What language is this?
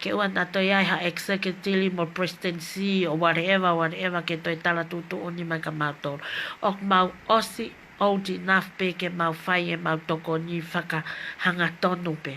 Tongan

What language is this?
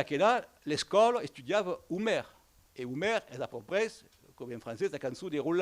Occitan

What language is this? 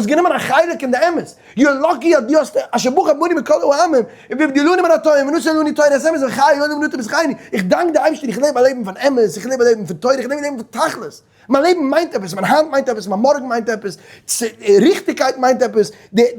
Yiddish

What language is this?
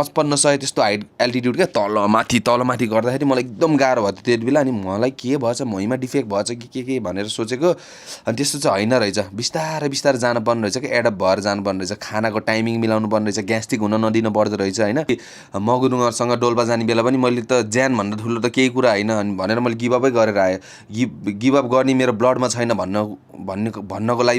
Nepali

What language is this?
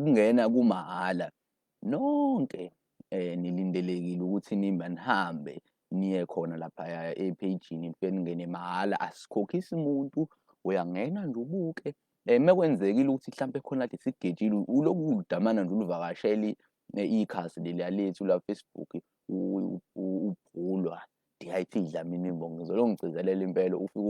Zulu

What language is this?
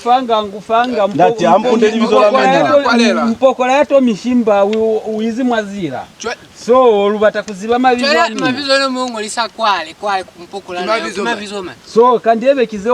Lozi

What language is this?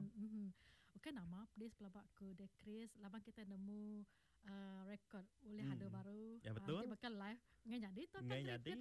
Iban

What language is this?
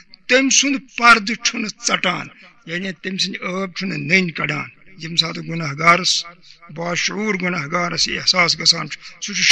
Kashmiri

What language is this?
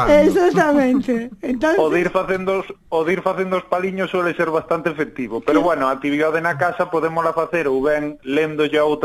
Galician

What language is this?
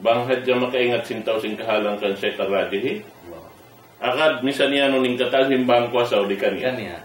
Tausug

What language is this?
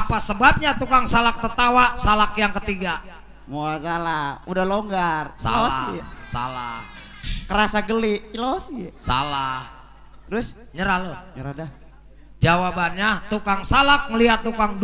Betawi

